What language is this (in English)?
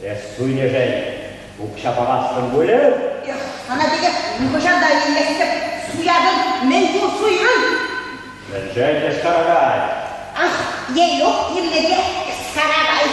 Chuvash